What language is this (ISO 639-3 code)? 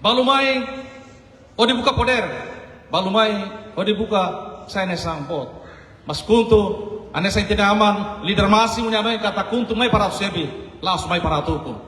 tet